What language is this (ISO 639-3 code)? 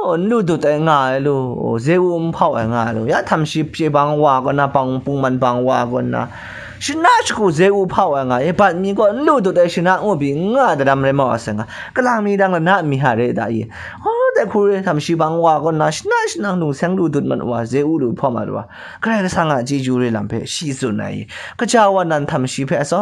kac